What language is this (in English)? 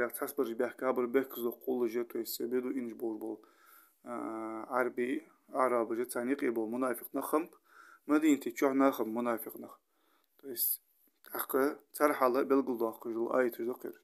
Ingush